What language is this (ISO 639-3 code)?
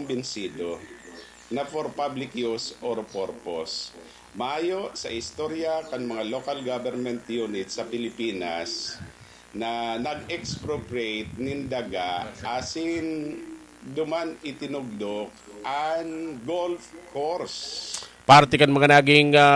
bik